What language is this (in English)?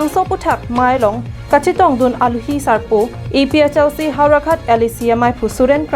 Karbi